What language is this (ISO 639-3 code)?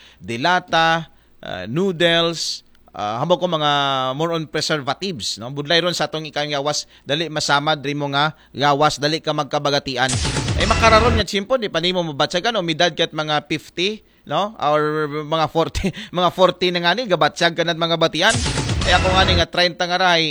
akl